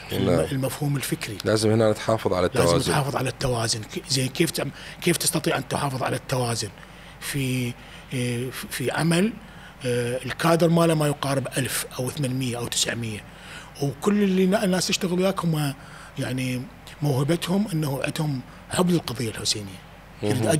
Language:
Mesopotamian Arabic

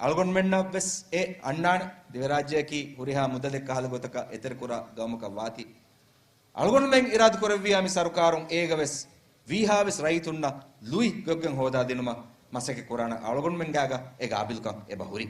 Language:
Divehi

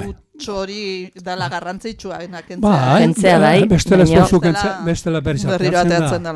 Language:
Basque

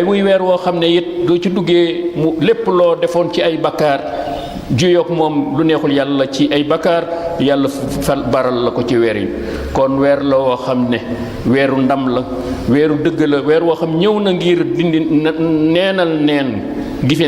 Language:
Wolof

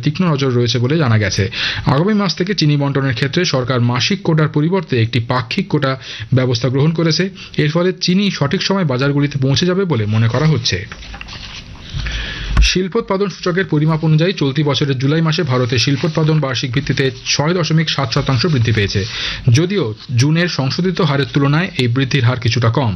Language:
Bangla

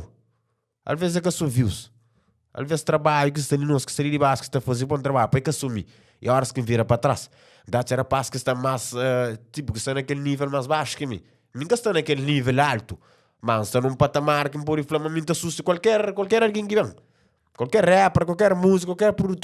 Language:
Kabuverdianu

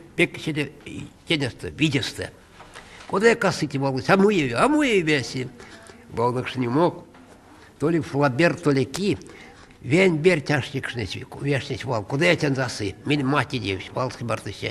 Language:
Erzya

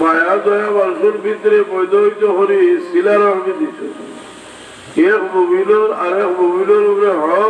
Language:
Sylheti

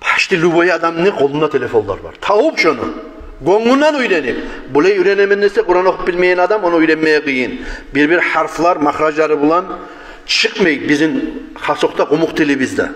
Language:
Kumyk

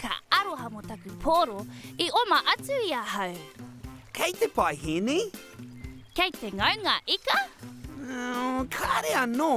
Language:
Māori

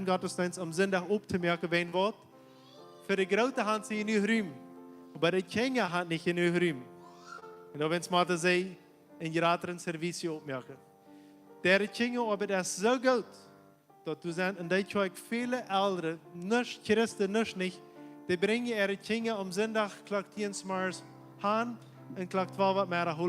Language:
Plautdietsch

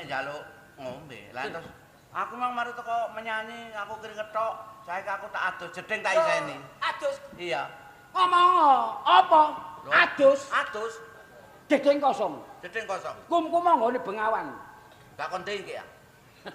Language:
Javanese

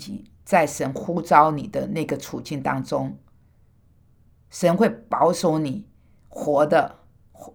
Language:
Chinese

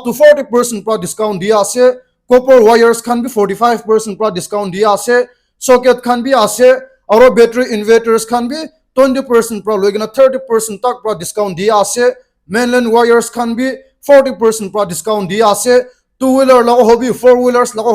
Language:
Naga Pidgin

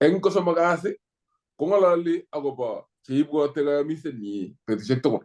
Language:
Kalenjin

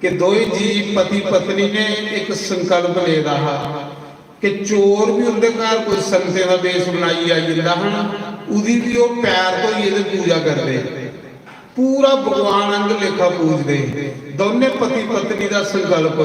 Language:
Dogri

